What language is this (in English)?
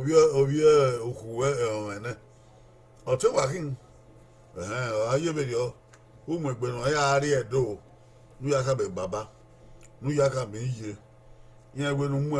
Bini